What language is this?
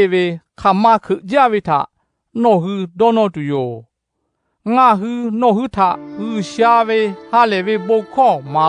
Lahu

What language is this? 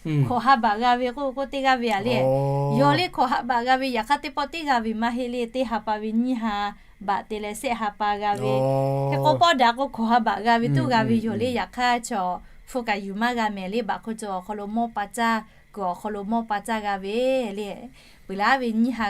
Lahu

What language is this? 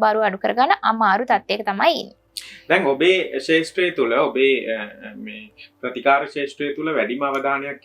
Sinhala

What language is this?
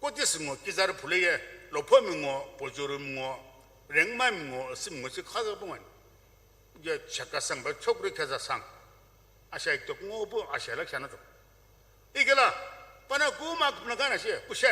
Sumi Naga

